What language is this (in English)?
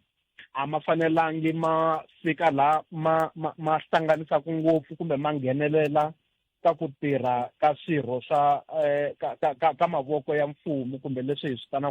Tsonga